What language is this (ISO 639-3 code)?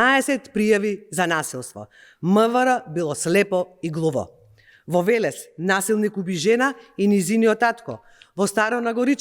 mkd